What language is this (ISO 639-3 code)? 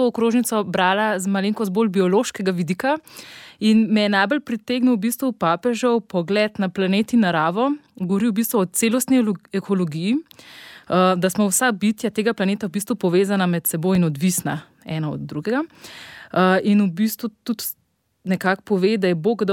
slv